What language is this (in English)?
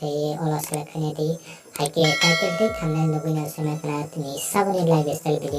Kok Borok